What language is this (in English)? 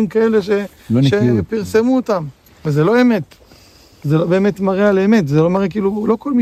Hebrew